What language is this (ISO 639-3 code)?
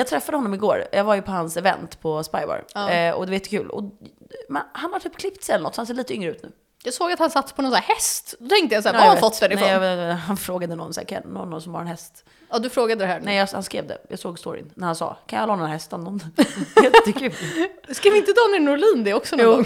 swe